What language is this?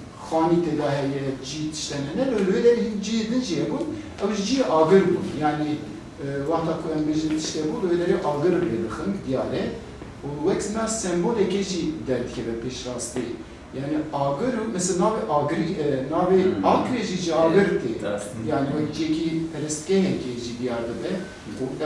Kurdish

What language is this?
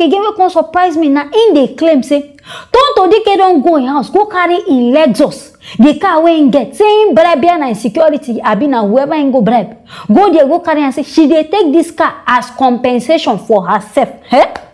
Nigerian Pidgin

